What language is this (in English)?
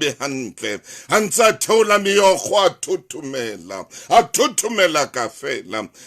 Southern Sotho